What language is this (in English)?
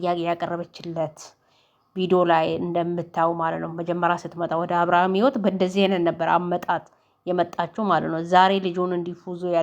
Amharic